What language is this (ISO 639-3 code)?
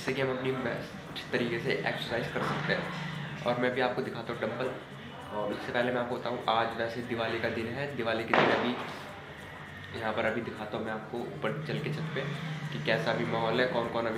hin